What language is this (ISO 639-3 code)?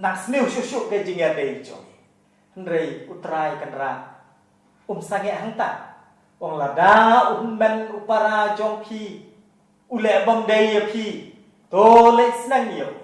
kha